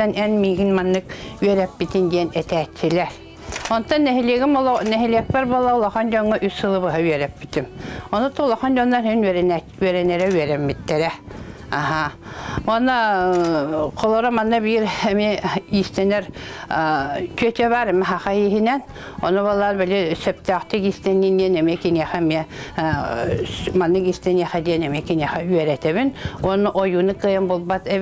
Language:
Yakut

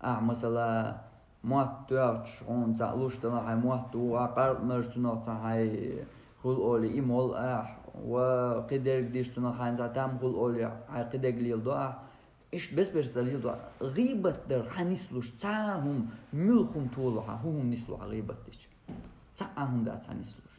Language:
Chechen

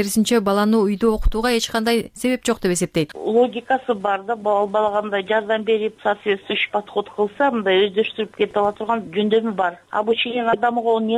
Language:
Kyrgyz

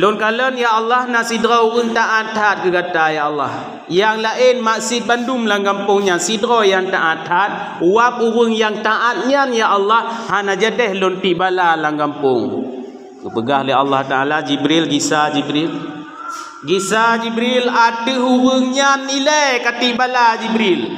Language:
Achinese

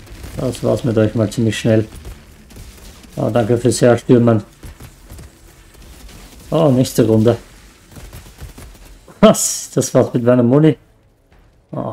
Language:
German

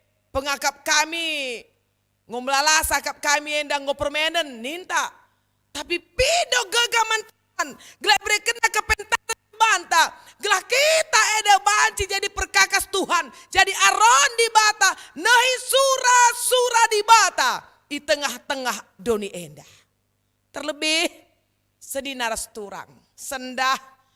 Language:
Batak Karo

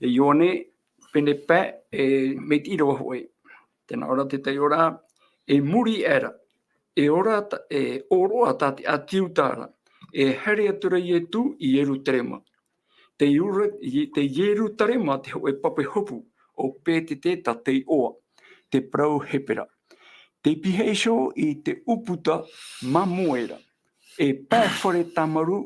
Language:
Tahitian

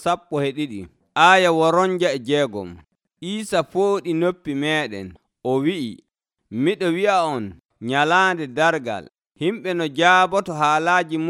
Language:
Nigerian Fulfulde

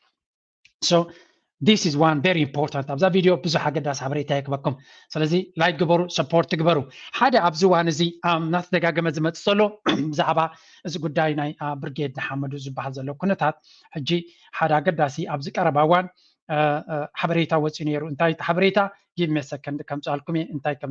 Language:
Tigrinya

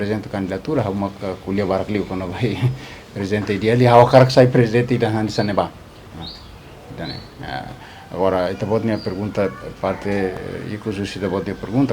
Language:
Tetum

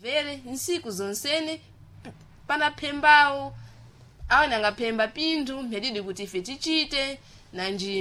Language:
Sena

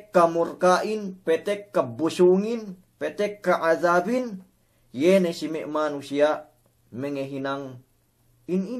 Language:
Yakan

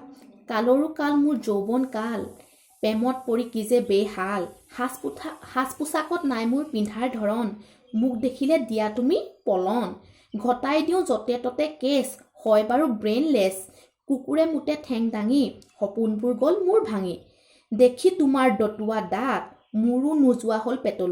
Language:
Assamese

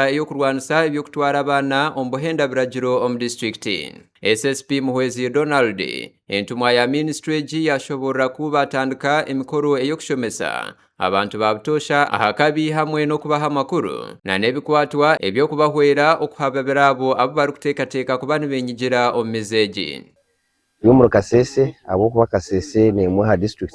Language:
Nyankole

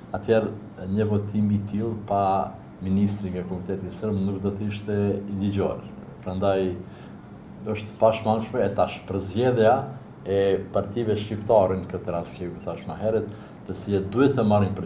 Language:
Albanian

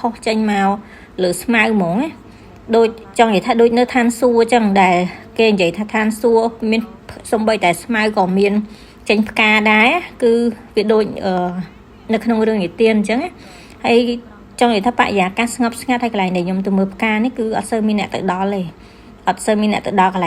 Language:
Khmer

